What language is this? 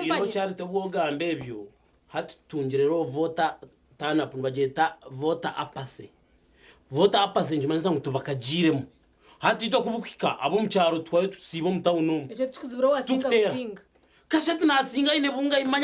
Nyankole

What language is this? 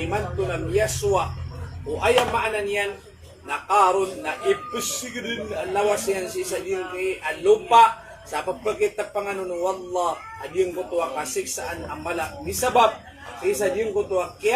Maranao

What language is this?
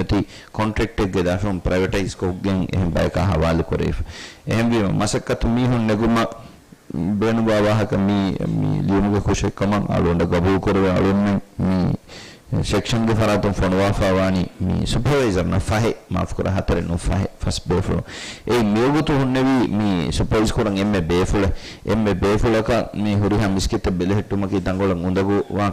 Divehi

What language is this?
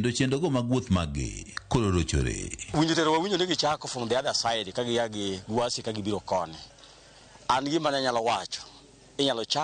Luo (Kenya and Tanzania)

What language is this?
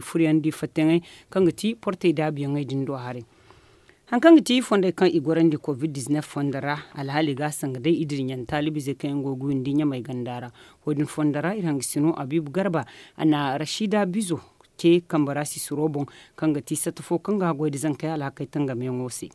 Zarma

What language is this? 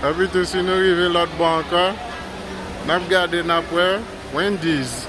Haitian Creole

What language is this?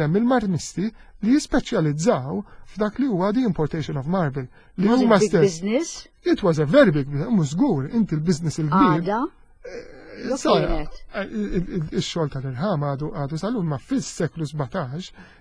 Maltese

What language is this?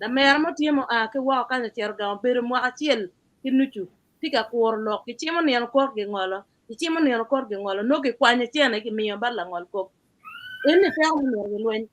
Acoli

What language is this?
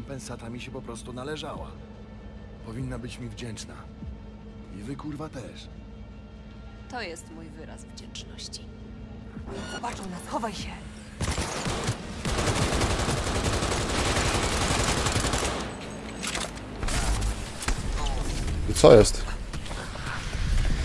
Polish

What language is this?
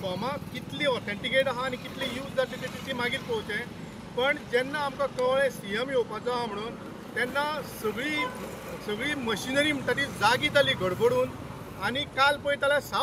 Konkani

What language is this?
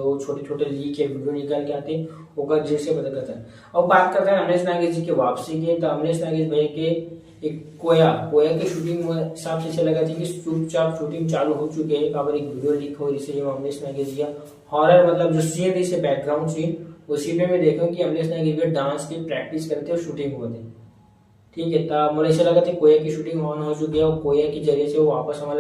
Chhattisgarhi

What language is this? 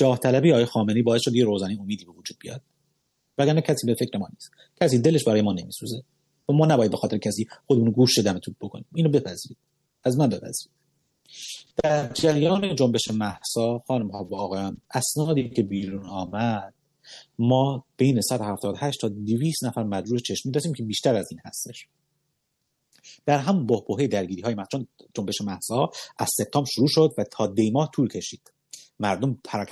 Persian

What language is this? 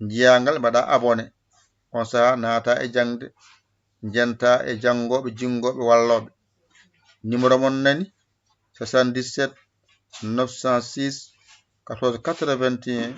Fula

